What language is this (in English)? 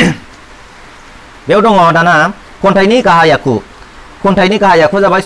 Bodo